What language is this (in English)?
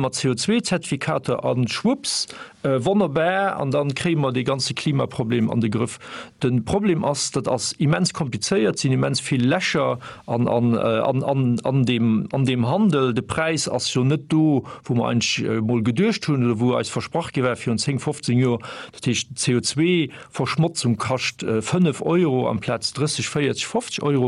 Luxembourgish